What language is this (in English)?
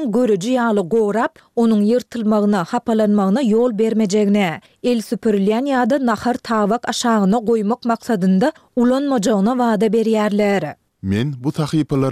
Turkmen